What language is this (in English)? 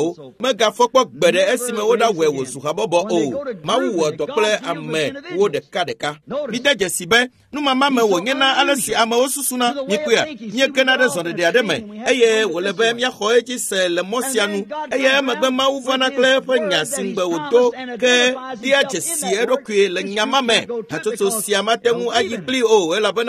Ewe